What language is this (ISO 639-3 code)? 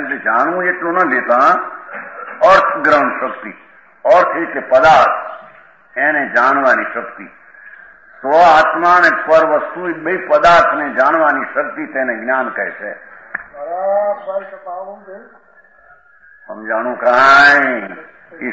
guj